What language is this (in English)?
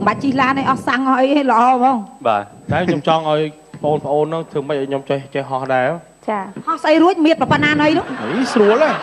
Khmer